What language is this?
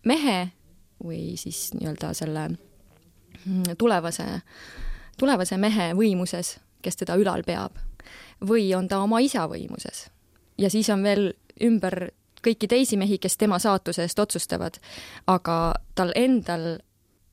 Estonian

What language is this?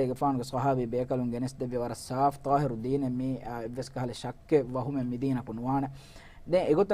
Divehi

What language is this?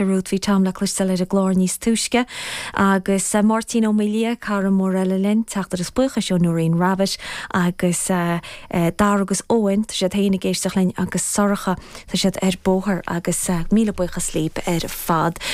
Irish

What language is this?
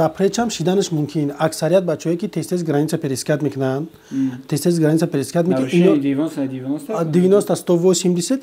Tajik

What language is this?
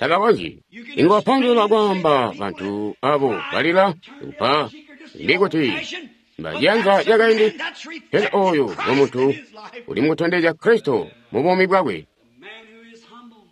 Tonga (Zambia)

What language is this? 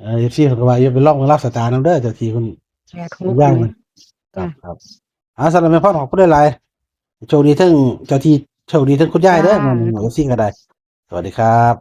Northeastern Thai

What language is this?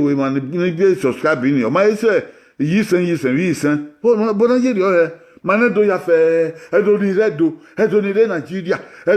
Bini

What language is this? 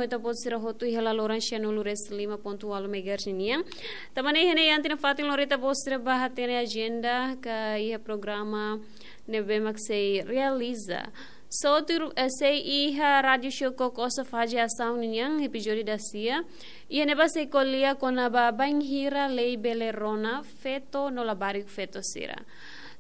Tetum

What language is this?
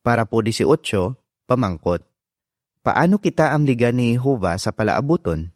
Hiligaynon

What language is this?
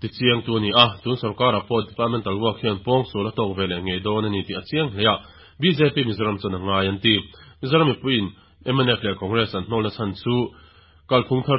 Mizo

